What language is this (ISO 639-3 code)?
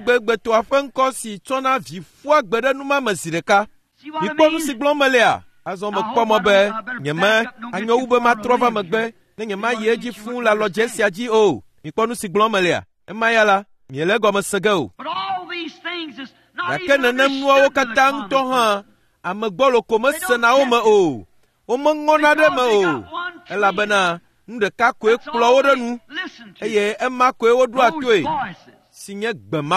ewe